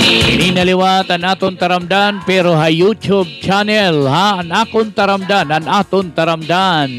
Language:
Waray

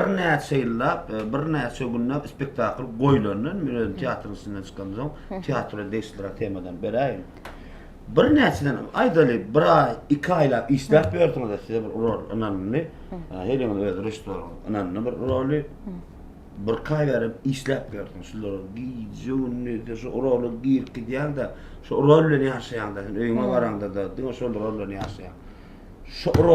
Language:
Turkmen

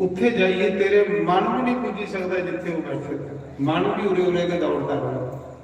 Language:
Dogri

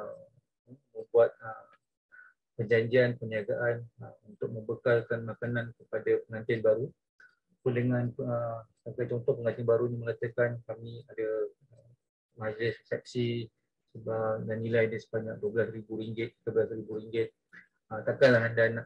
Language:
Malay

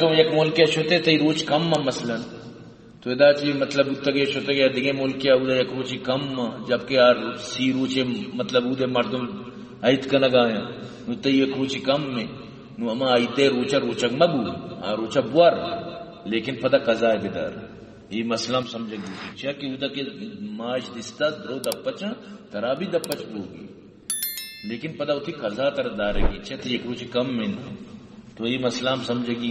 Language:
Baluchi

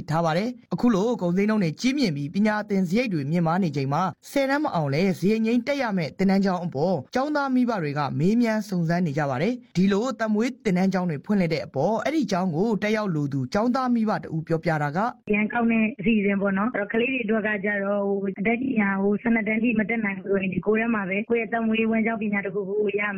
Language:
Burmese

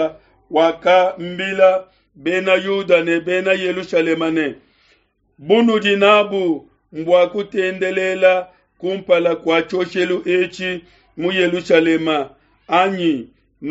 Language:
Luba-Lulua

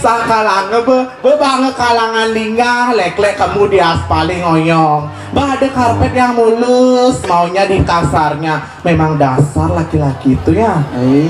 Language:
Balinese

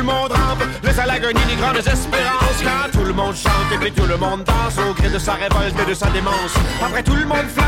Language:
French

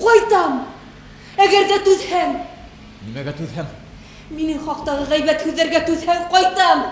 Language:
Bashkir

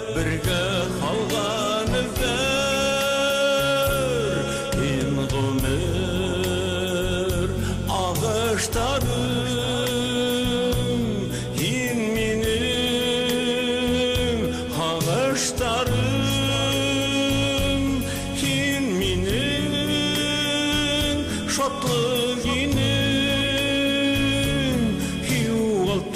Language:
Bashkir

